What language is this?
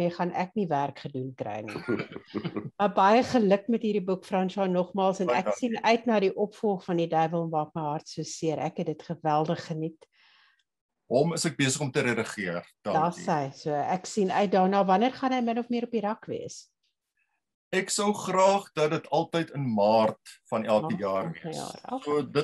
Afrikaans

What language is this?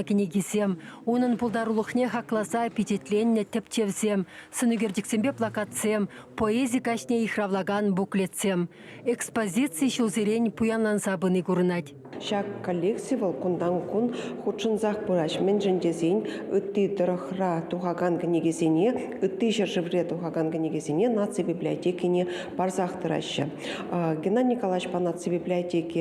Chuvash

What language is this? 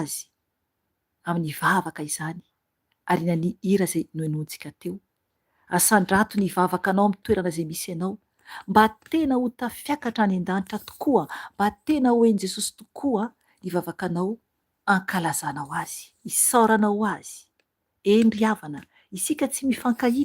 Malagasy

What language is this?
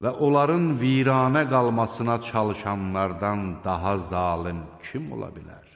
Azerbaijani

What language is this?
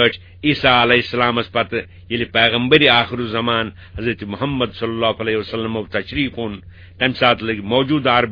Kashmiri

